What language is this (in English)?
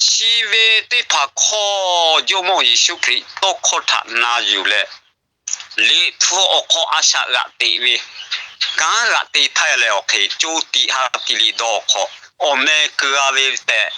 Lahu